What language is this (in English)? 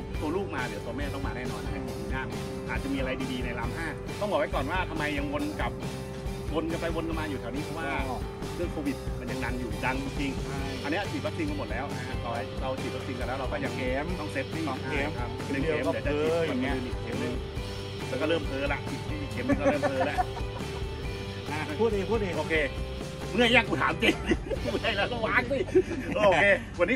Thai